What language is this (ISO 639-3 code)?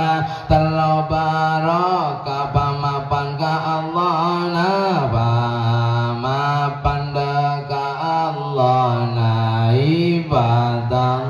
mad